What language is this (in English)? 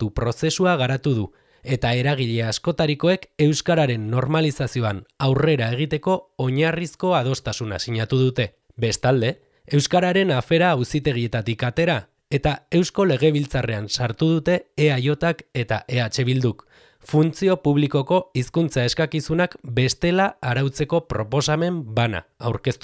Basque